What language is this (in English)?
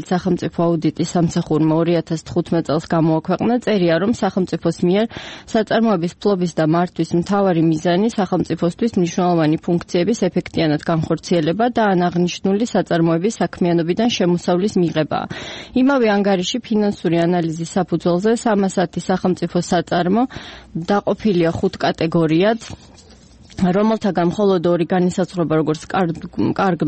Georgian